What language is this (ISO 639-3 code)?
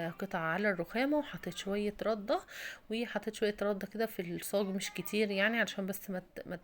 arz